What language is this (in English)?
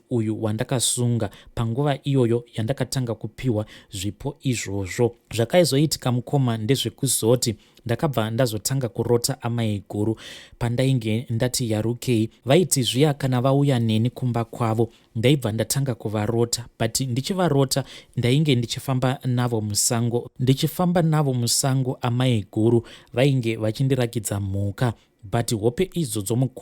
Shona